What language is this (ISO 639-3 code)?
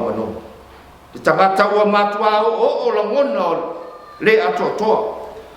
smo